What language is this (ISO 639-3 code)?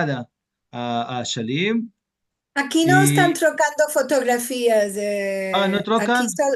lad